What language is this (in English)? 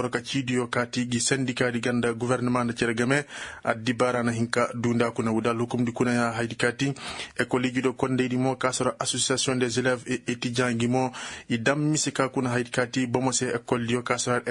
Koyraboro Senni